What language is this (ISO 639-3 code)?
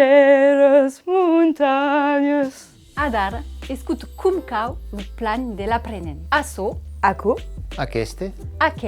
oci